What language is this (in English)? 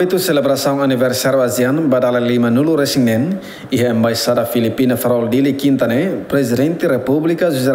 Tetum